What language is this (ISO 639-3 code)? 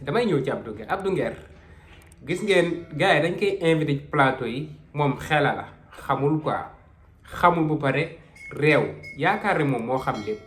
wol